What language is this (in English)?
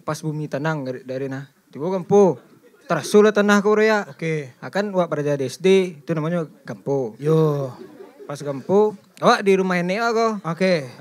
Minangkabau